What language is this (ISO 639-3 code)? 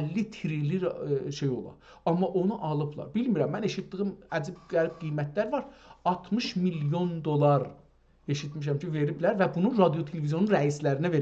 azb